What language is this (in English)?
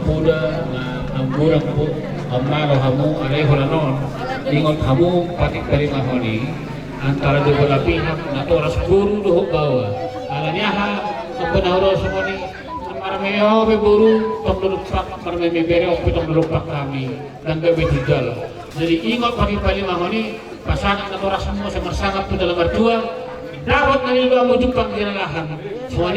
Batak Toba